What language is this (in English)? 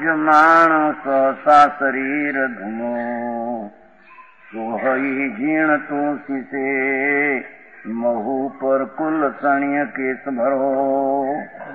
Gujarati